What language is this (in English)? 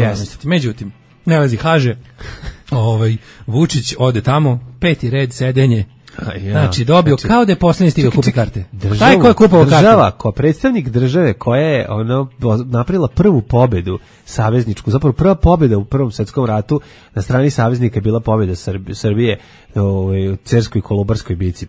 Serbian